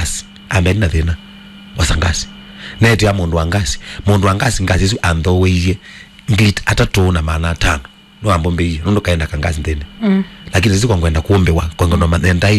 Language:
Kamba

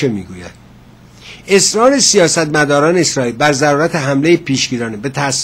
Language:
Persian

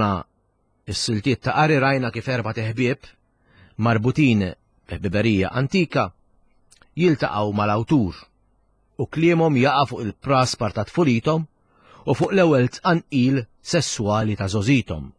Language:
Maltese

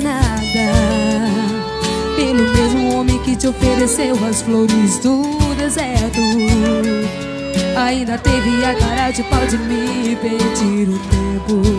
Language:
Portuguese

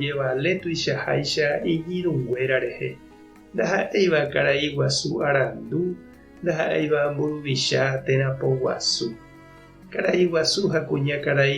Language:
Guarani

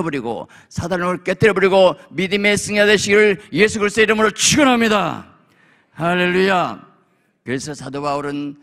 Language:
Korean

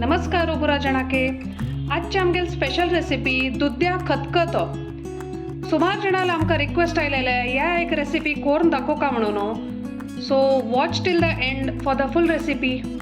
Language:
Konkani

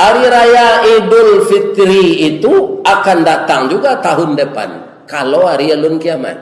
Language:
Minangkabau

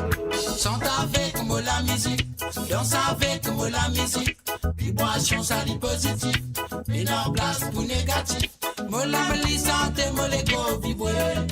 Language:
Morisyen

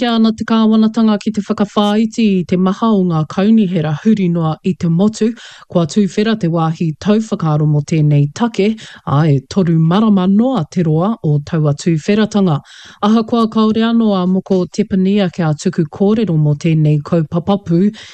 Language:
Māori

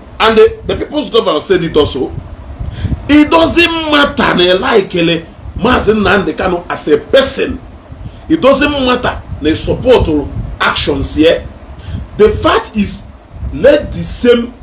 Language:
Igbo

